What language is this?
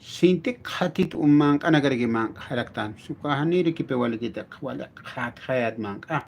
Aymara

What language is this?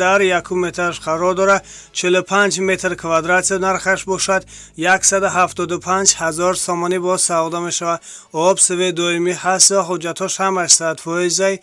Tajik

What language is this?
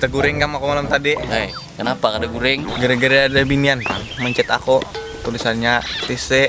Banjar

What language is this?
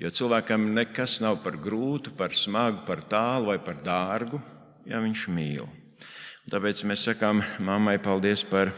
Latvian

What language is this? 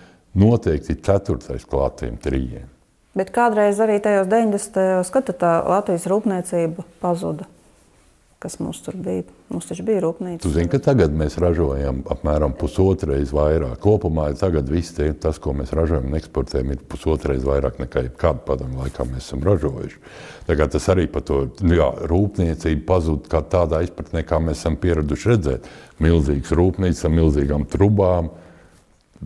Latvian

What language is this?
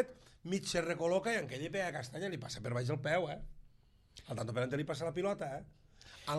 Catalan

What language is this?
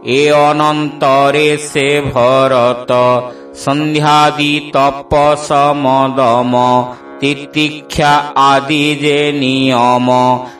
Odia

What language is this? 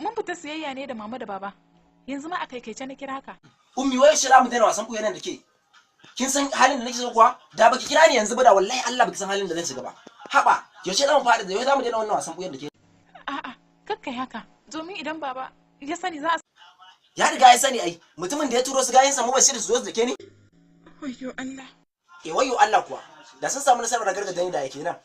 Hausa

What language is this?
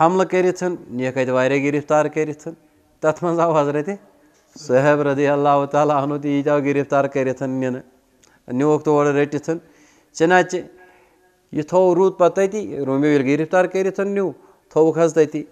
Kashmiri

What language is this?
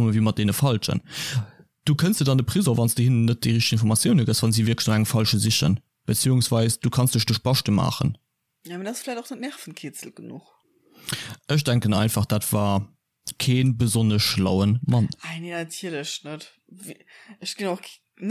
Luxembourgish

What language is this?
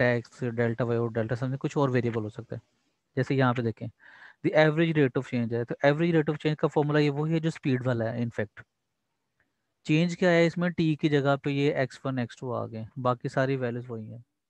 Hindi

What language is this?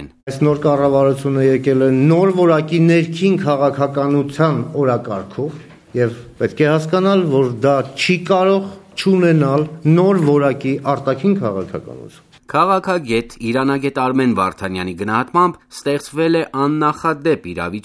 Armenian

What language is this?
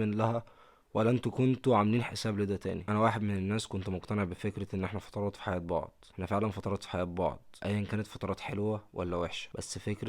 Egyptian Arabic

